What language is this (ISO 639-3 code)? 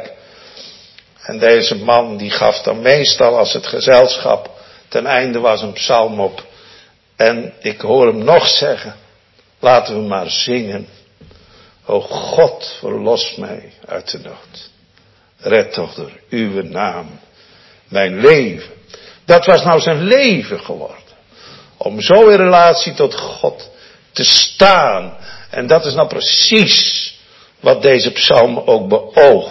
nld